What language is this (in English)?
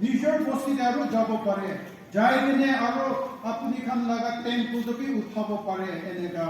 Naga Pidgin